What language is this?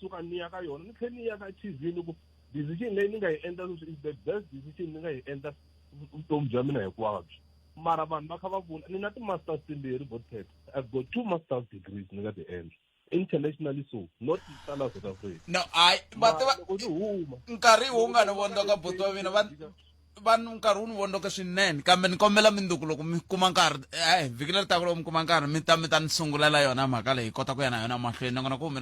Tsonga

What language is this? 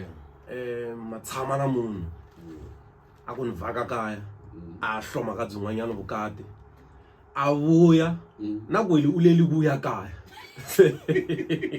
Tsonga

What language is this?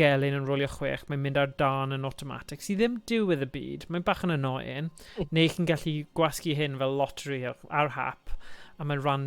Welsh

